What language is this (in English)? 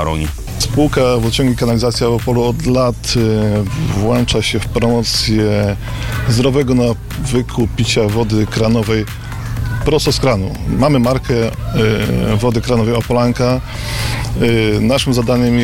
Polish